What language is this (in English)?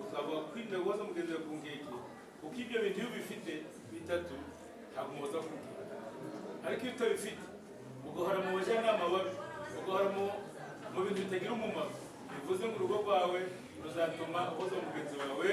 Kinyarwanda